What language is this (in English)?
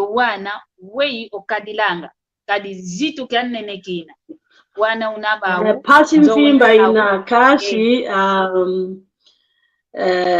San Salvador Kongo